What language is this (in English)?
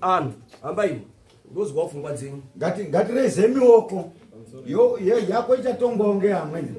Shona